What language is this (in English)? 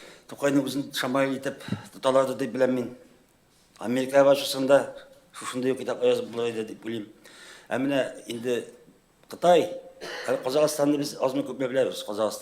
Tatar